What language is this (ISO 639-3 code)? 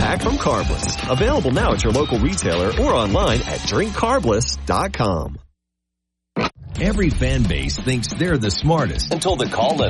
eng